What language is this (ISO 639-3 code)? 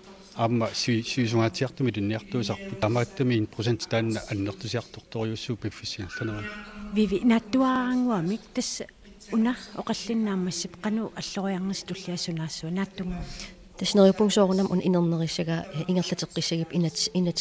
kal